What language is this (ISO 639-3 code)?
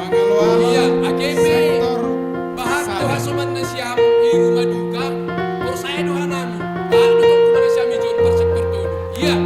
bts